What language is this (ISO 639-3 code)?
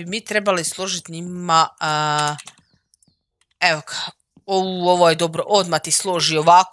hrv